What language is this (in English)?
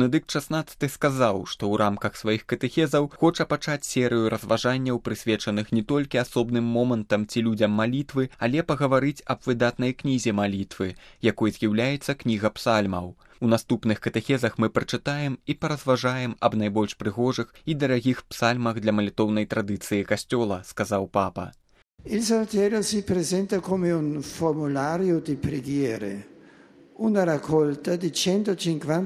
Belarusian